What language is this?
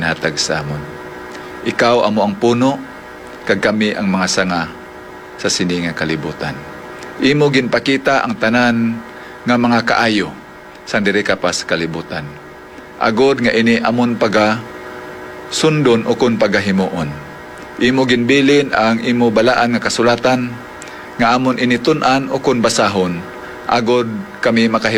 Hiligaynon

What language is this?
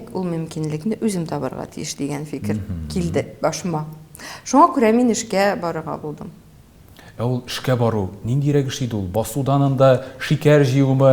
Tatar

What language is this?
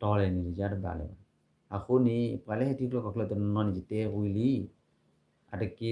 S'gaw Karen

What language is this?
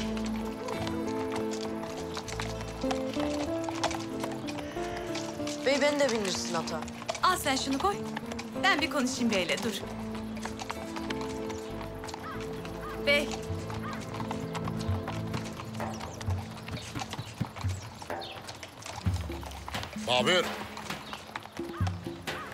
Turkish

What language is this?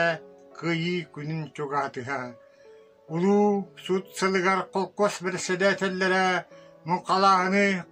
Yakut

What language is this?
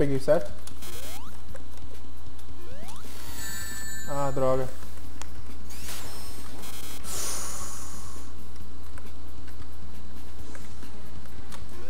Portuguese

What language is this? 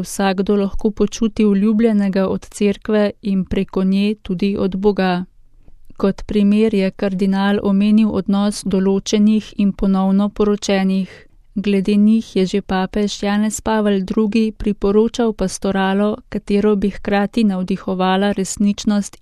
Slovenian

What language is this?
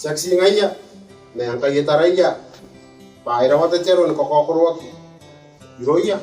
Gilbertese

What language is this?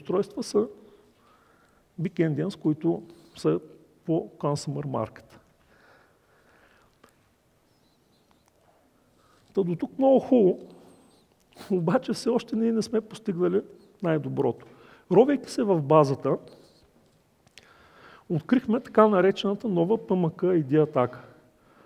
Bulgarian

